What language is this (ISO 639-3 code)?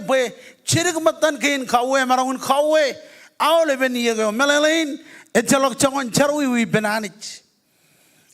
mah